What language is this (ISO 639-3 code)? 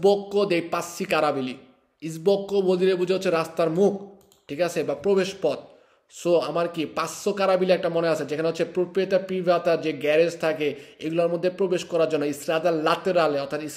ben